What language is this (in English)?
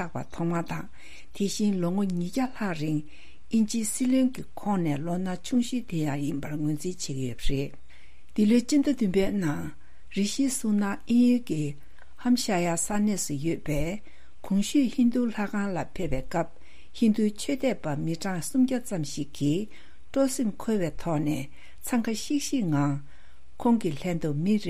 Tibetan